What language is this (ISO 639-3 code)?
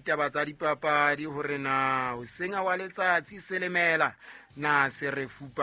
sot